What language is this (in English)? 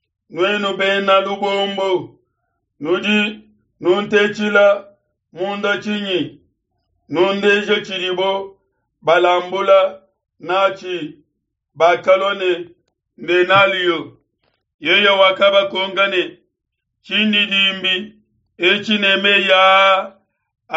Luba-Lulua